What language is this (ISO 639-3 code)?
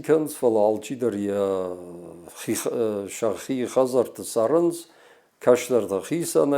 oss